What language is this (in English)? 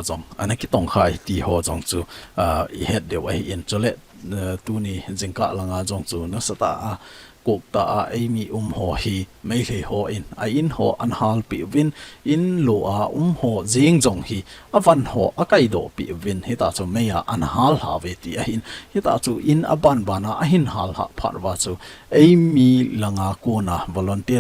Thado Chin